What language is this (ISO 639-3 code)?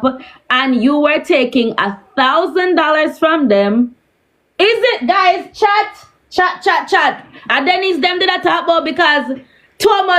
jam